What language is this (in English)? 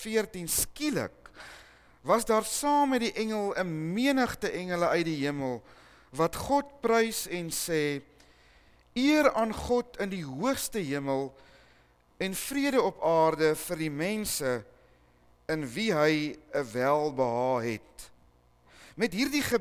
Afrikaans